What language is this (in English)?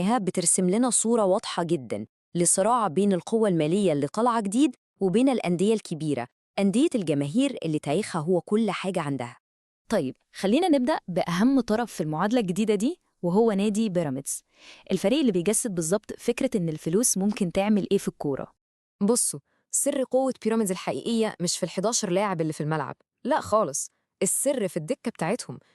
Egyptian Arabic